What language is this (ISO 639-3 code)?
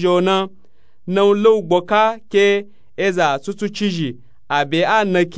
nup